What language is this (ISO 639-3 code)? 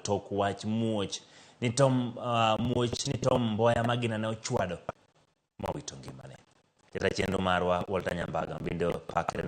luo